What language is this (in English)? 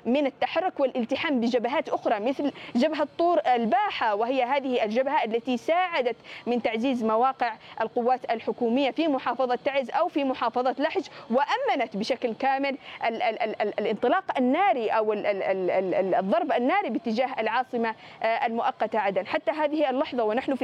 Arabic